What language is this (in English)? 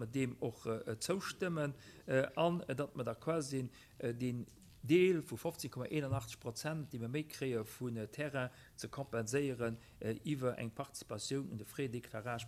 Luxembourgish